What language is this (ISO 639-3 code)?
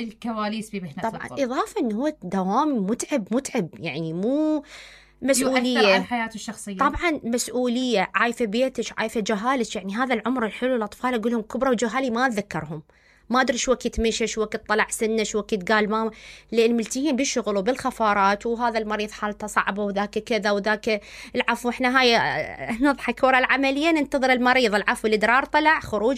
acm